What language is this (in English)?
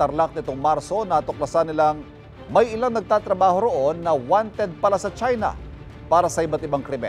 Filipino